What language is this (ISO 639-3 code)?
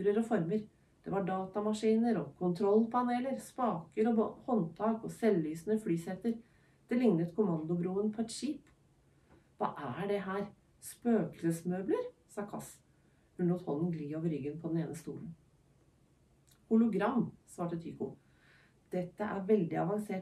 nor